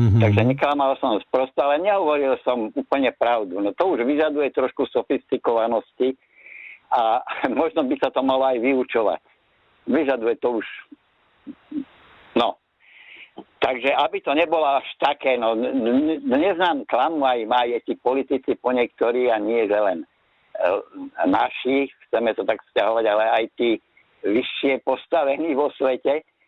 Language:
Slovak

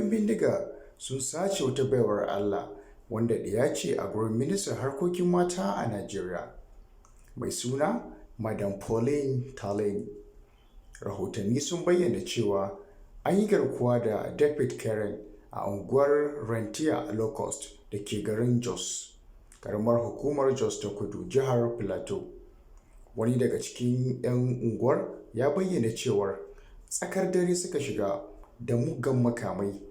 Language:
Hausa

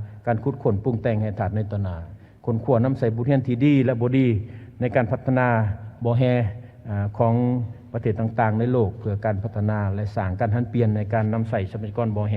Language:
Lao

